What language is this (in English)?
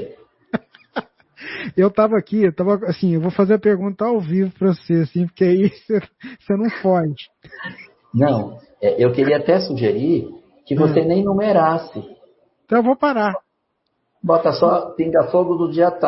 Portuguese